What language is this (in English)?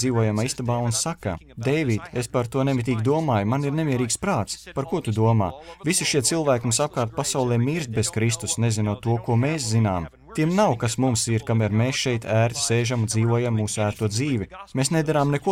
Latvian